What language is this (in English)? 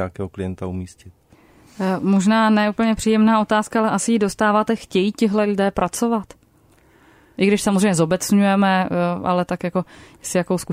Czech